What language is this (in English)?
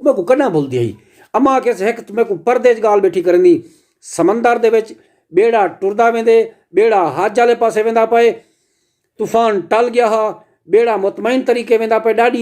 Saraiki